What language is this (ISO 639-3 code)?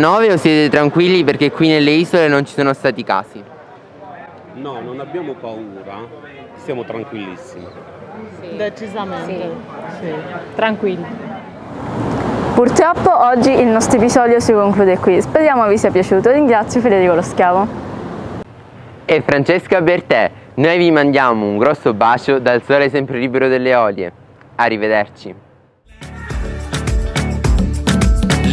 ita